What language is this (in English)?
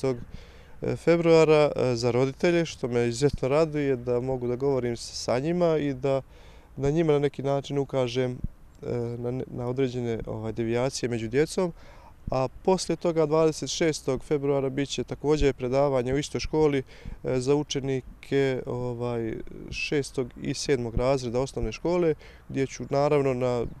Bosnian